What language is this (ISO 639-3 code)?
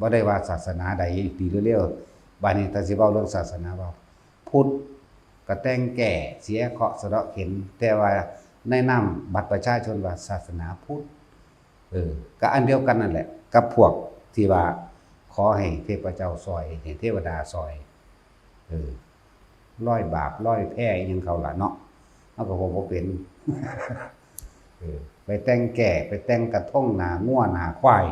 lao